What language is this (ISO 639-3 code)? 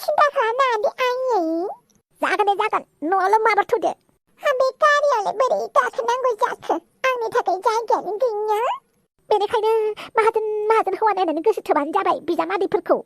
brx